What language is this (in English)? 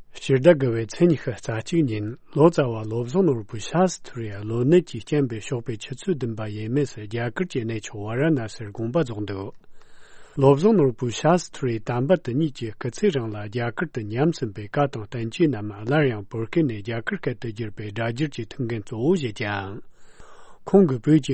Tibetan